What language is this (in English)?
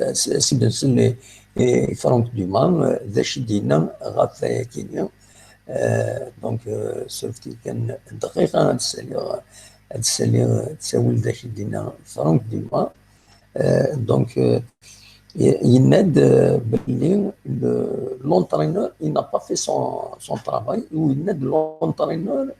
Kabyle